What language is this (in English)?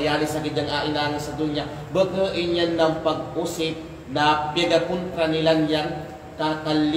Kalagan